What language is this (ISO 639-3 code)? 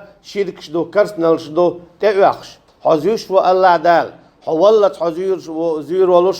che